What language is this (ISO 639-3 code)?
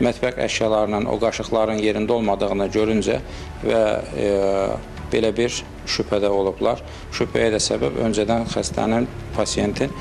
aze